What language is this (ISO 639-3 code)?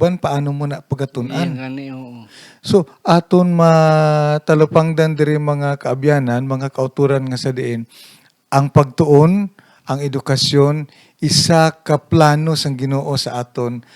hil